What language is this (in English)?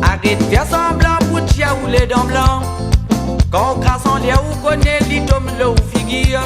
Réunion Creole French